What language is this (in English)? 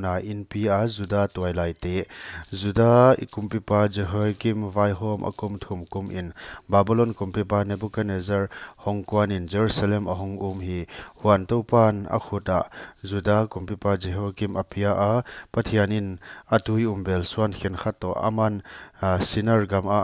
Paite Chin